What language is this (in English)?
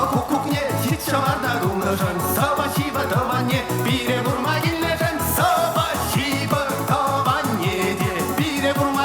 Chuvash